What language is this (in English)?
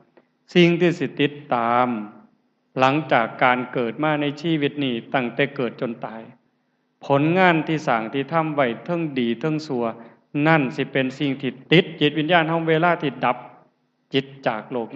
Lao